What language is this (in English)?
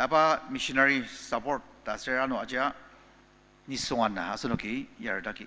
Ao Naga